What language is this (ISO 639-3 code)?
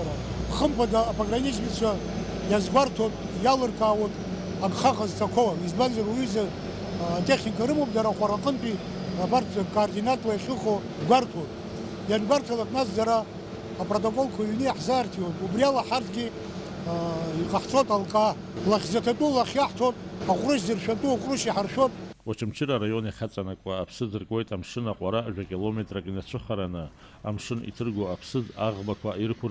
abk